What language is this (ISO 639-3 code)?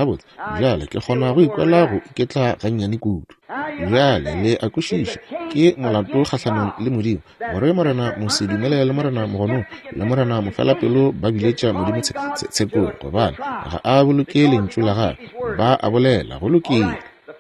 nso